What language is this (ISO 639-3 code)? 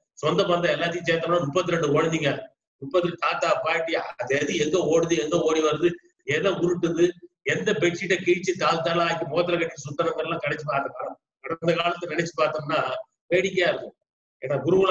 tam